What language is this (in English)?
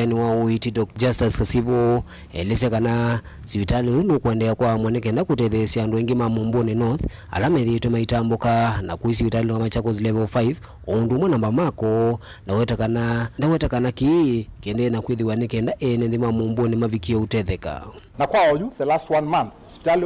Kamba